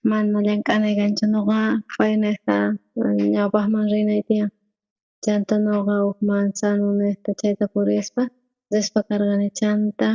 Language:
South Bolivian Quechua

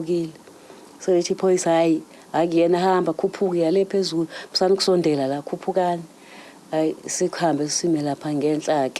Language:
Zulu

